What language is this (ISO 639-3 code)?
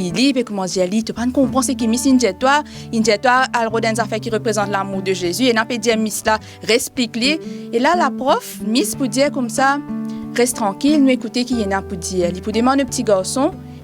mfe